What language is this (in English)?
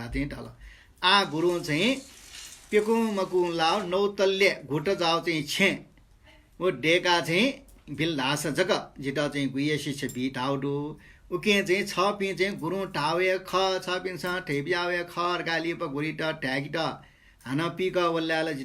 Newari